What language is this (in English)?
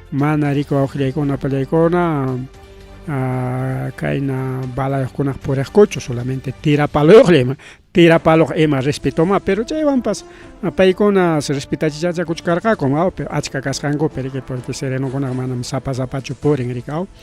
Ayacucho Quechua